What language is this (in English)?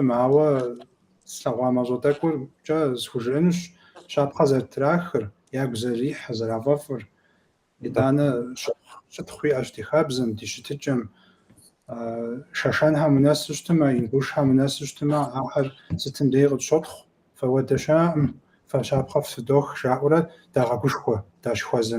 Kabardian